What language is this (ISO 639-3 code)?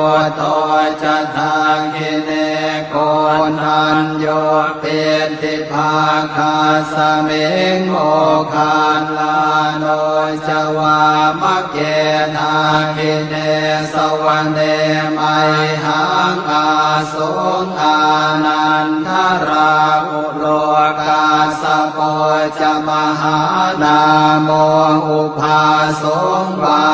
pli